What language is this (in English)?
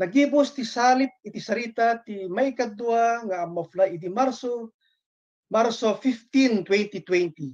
Iloko